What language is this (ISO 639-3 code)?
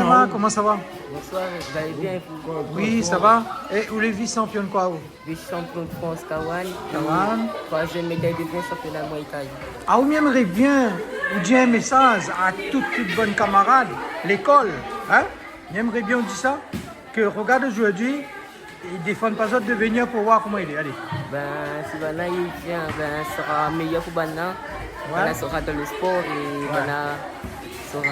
rcf